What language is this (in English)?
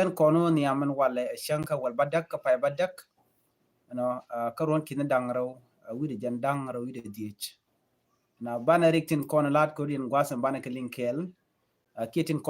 Nuer